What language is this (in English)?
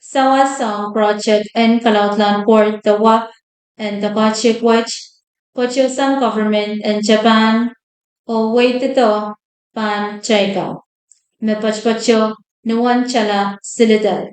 Pohnpeian